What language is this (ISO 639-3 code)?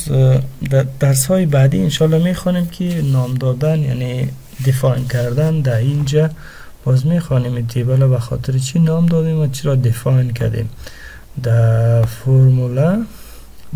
fas